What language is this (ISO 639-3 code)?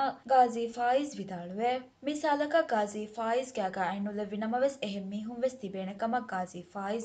div